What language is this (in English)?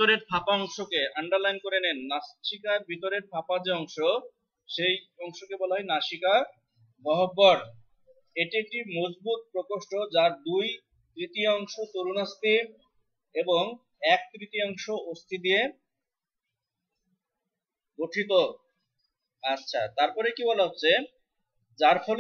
Bangla